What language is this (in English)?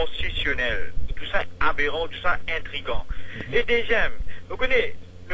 Morisyen